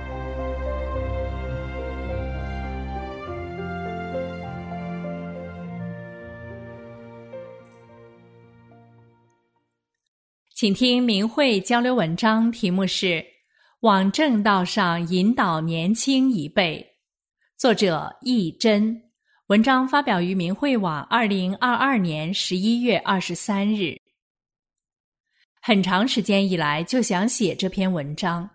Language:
Chinese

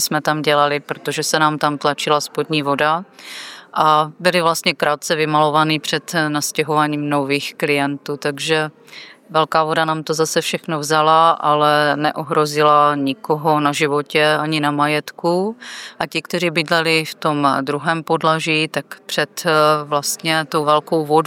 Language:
Czech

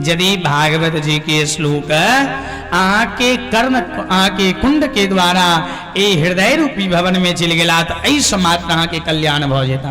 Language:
Maithili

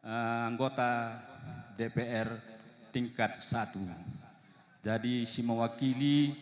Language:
Batak Karo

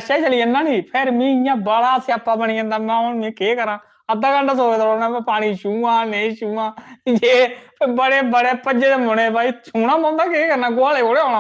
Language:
Dogri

